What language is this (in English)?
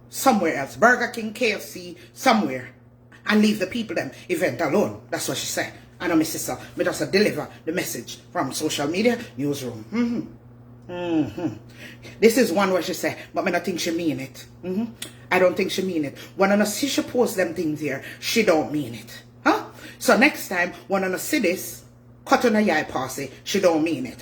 Jamaican Creole English